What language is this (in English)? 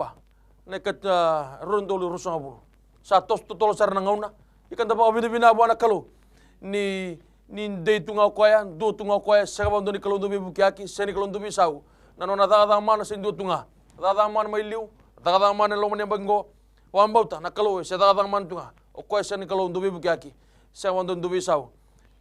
Fijian